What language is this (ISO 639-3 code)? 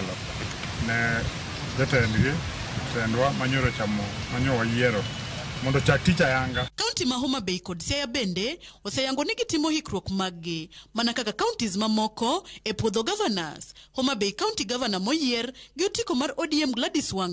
luo